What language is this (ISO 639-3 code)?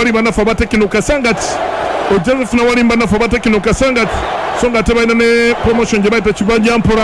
lug